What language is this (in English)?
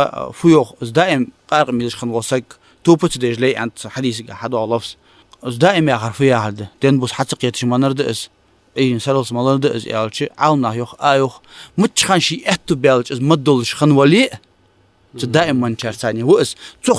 Ingush